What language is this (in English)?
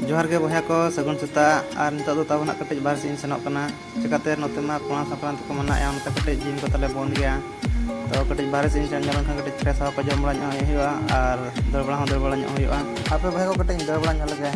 Santali